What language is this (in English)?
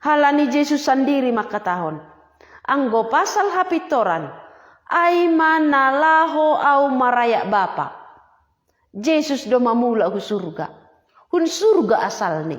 Batak Simalungun